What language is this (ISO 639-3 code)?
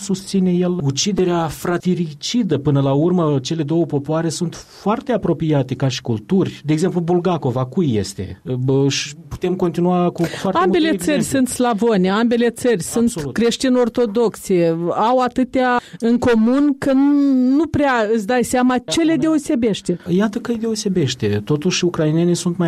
ron